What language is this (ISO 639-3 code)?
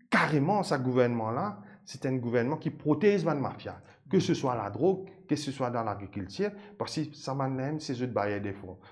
mfe